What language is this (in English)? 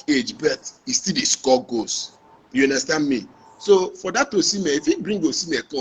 Nigerian Pidgin